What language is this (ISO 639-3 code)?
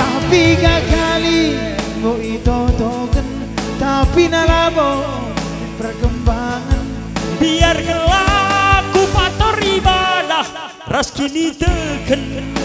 btx